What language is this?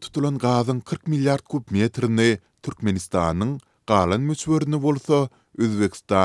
Turkmen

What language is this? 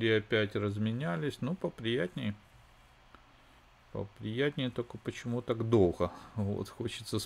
Russian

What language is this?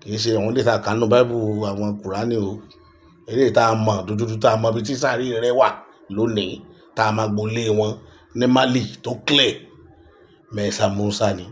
Yoruba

